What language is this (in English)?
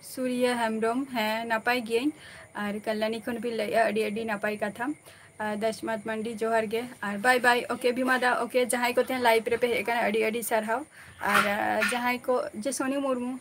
Santali